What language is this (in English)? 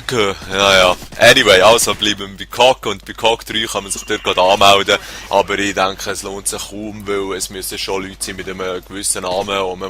Swiss German